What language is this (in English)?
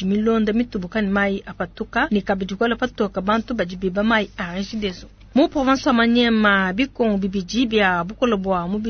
Luba-Lulua